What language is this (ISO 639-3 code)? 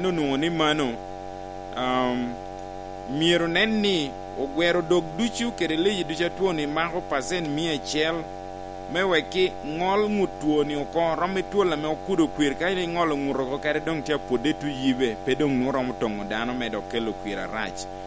laj